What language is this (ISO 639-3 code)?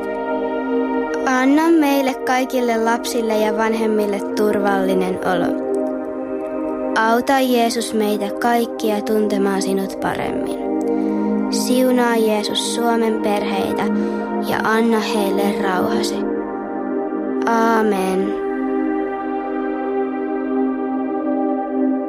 fin